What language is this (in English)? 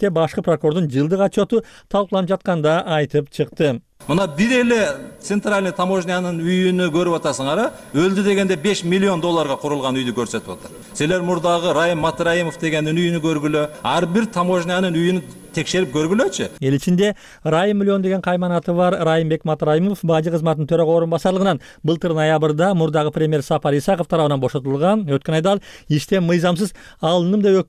Kyrgyz